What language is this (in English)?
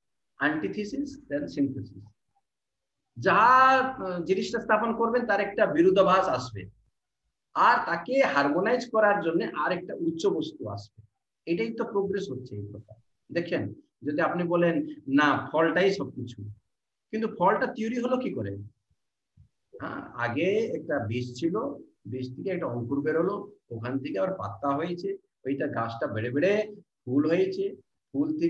Bangla